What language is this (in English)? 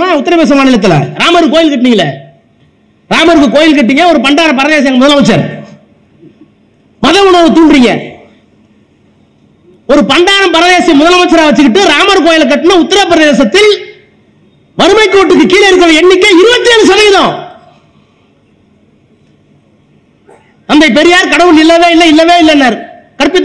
Tamil